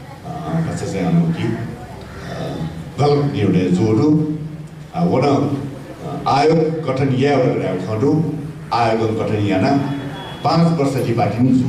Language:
Newari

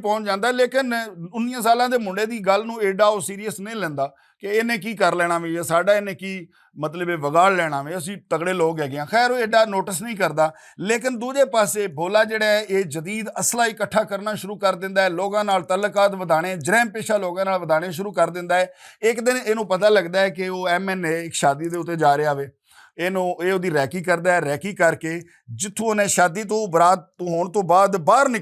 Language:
Western Panjabi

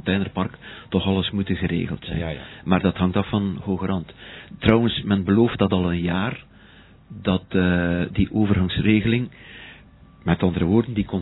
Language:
Dutch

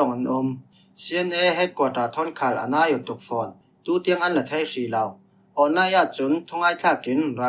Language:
Falam Chin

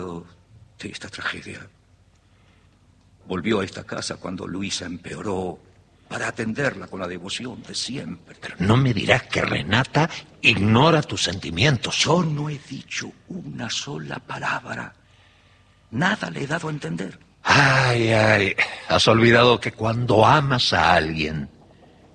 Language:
Spanish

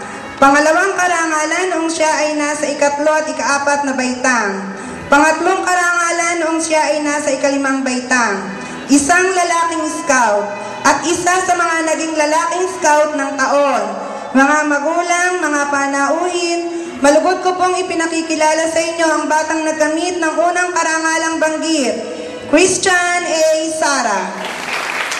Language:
Filipino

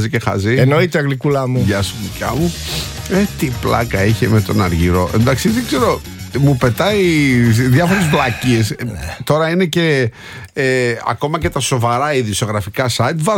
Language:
Greek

